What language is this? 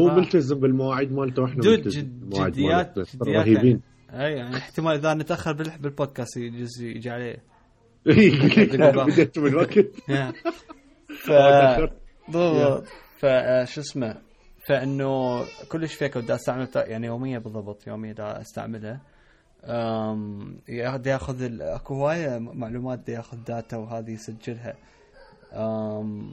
Mesopotamian Arabic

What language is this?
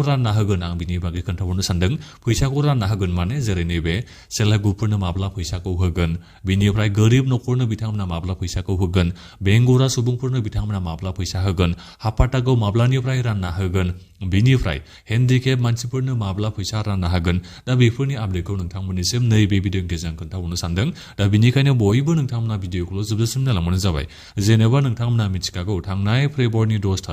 Bodo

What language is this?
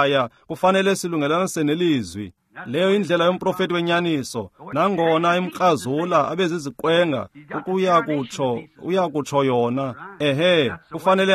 Xhosa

